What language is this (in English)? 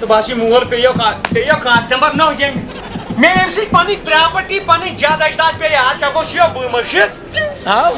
Kashmiri